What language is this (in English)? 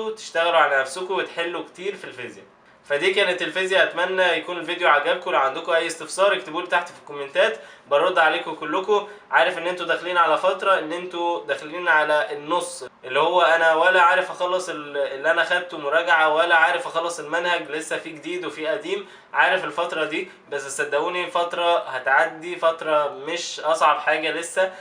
Egyptian Arabic